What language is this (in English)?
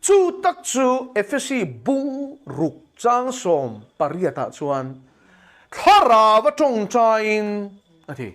Mizo